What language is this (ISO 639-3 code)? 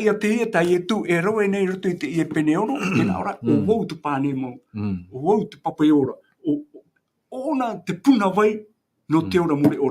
tah